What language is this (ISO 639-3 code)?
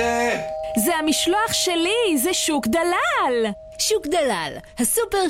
heb